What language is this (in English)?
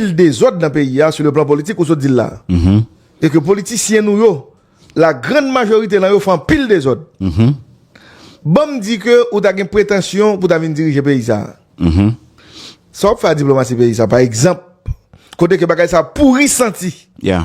Haitian Creole